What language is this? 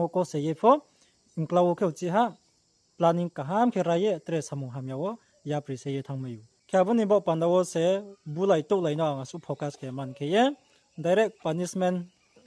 Riang (India)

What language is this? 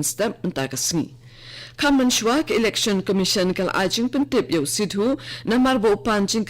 Khasi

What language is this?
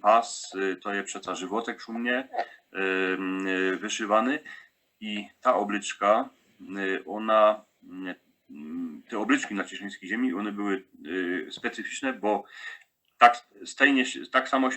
Silesian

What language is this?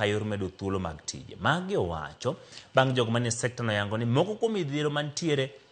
Luo (Kenya and Tanzania)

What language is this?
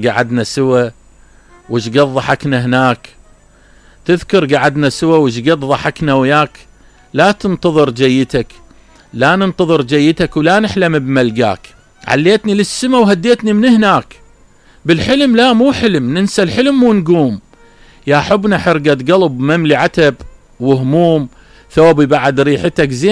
Mesopotamian Arabic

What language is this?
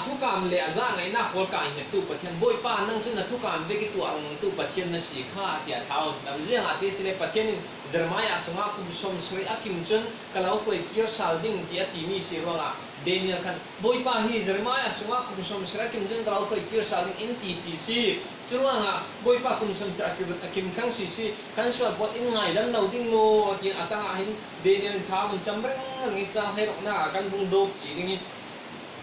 Falam Chin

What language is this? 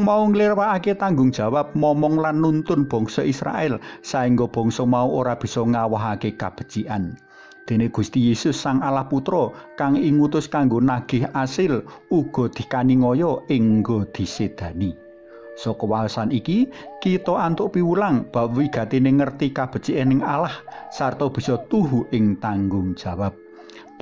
Javanese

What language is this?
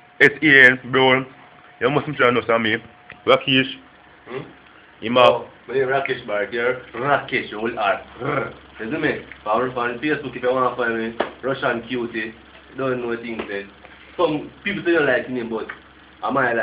Jamaican Creole English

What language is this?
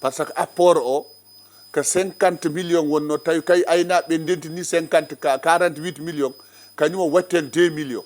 Fula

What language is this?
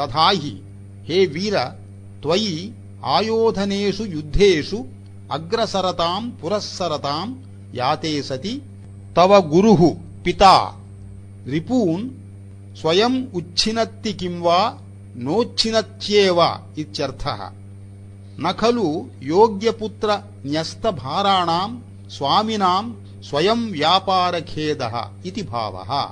Sanskrit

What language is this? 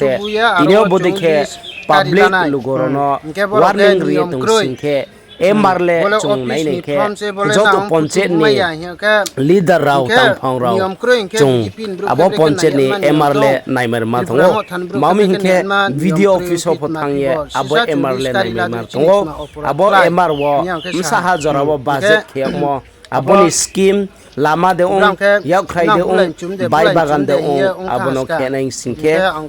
Riang (India)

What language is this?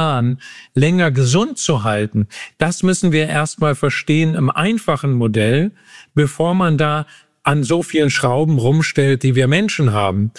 German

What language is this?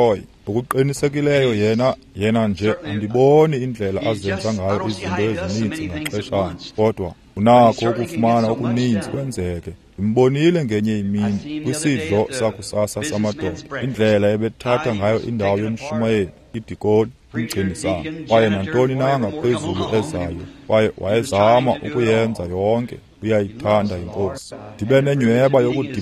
Xhosa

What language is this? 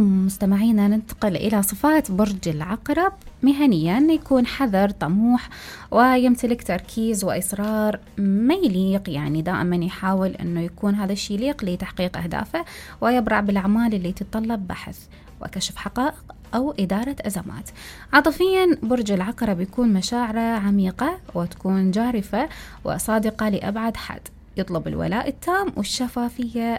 Mesopotamian Arabic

